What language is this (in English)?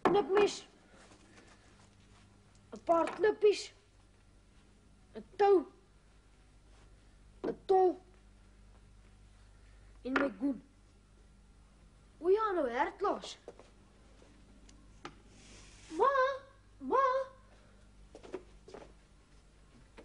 Afrikaans